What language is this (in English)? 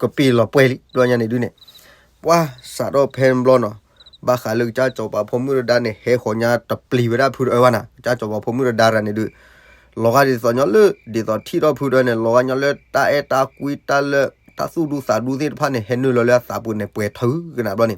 S'gaw Karen